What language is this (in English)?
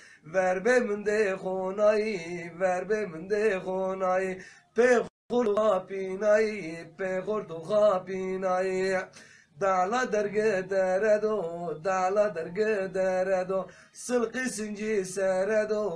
Zaza